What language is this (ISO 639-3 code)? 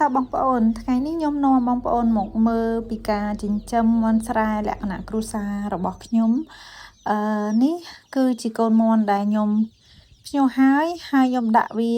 khm